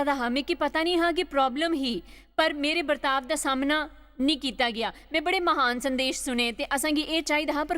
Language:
Dogri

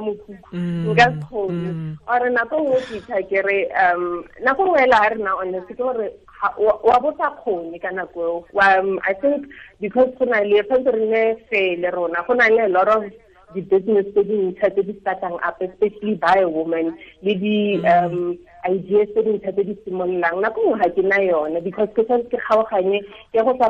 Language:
Tswana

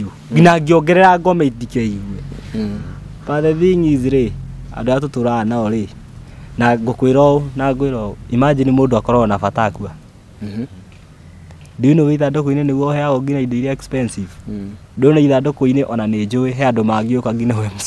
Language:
Kikuyu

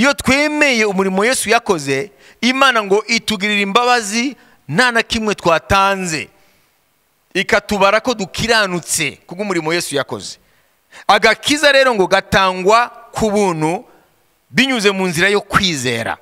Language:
Kinyarwanda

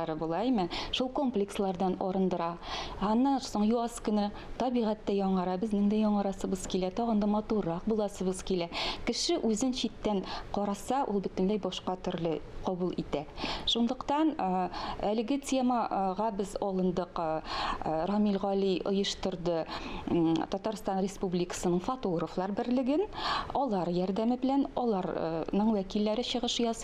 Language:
Tatar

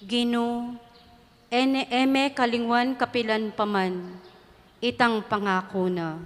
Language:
Pampanga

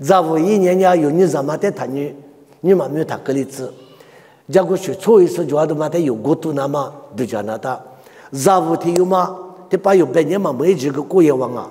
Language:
Lisu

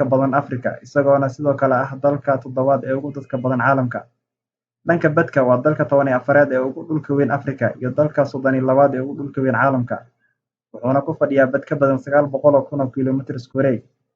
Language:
Somali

